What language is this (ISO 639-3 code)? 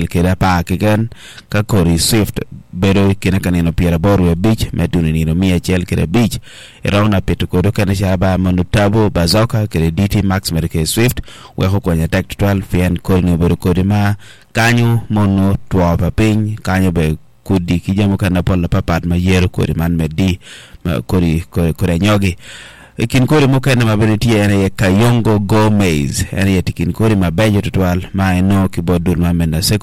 ach